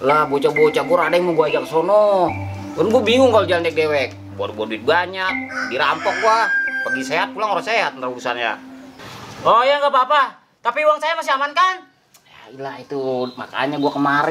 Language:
Betawi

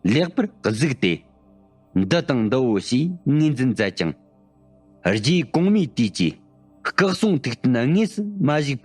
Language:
Tibetan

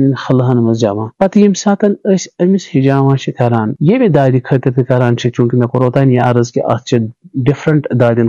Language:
Kashmiri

